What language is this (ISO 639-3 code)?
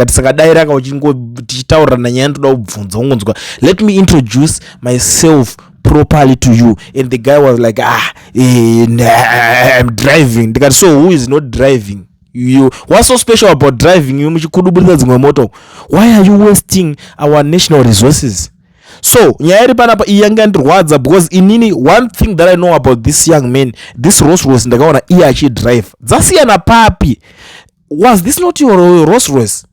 sna